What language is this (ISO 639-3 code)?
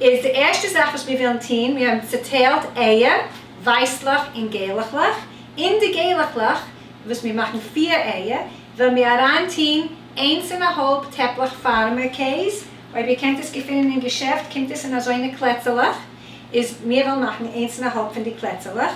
yid